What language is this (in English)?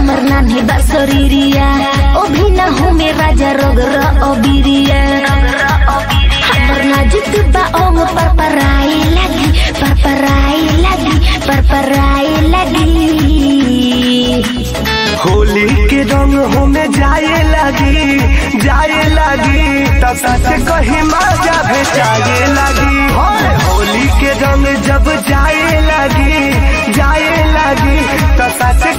Bhojpuri